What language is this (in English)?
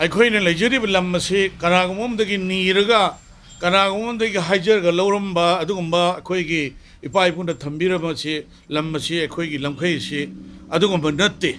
Manipuri